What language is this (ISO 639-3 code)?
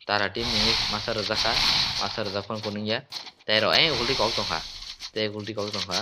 trp